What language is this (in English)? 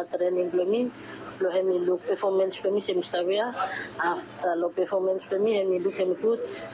Bislama